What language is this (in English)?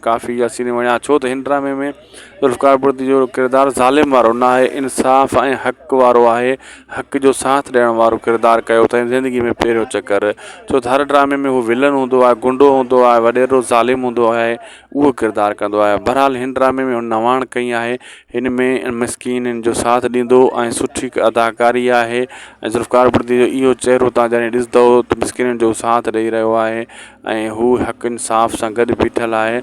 Sindhi